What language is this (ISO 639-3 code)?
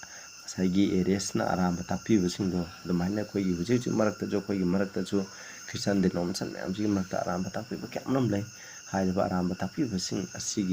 mni